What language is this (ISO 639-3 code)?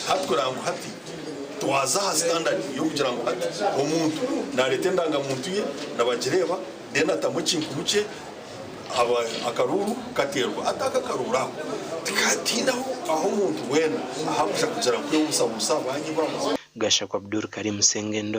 nyn